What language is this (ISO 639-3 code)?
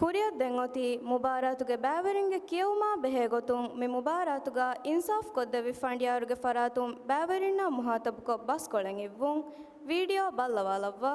div